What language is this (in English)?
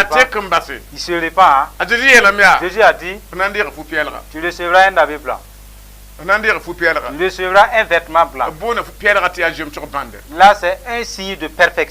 Mossi